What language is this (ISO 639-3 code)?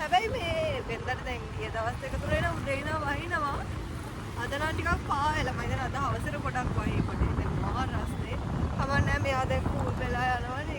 sin